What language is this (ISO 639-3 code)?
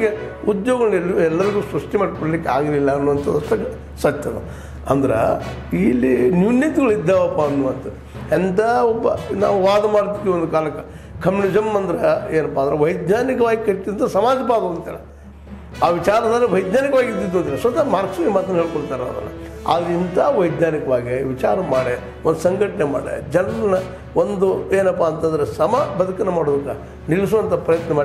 kan